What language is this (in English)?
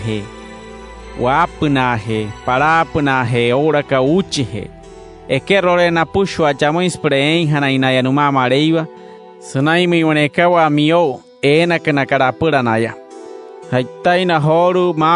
Wayuu